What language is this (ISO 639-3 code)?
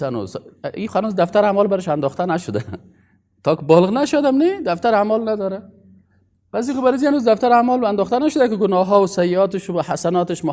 fas